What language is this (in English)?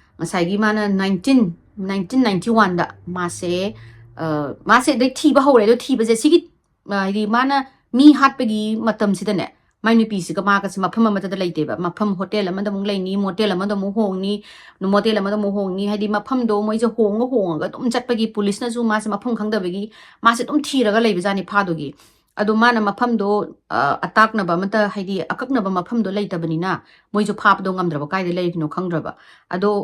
Manipuri